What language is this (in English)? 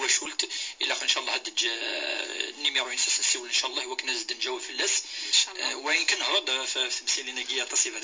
Moroccan Arabic